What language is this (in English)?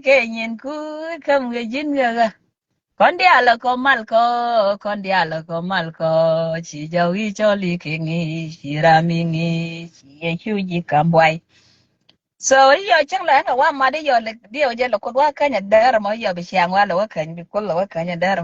Nuer